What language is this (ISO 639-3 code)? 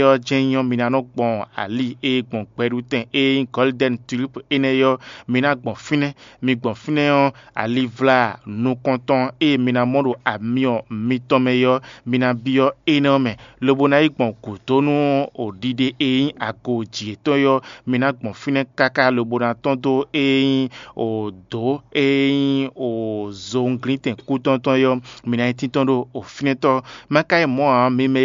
fon